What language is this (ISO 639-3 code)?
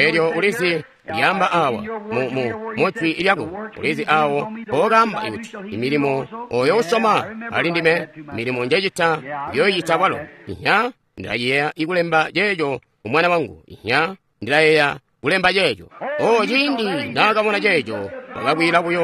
toi